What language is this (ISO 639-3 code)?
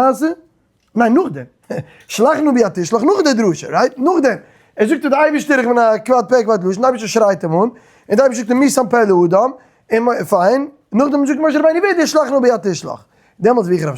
yid